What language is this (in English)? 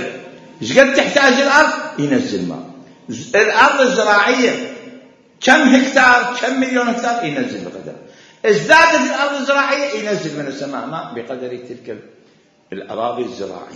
Mesopotamian Arabic